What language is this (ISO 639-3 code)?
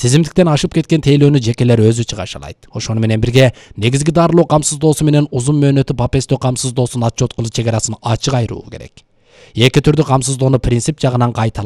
kir